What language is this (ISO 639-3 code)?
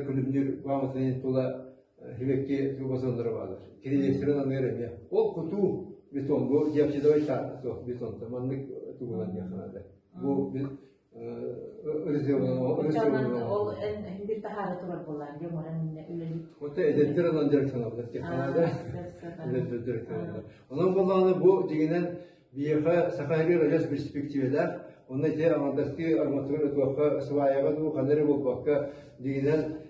sah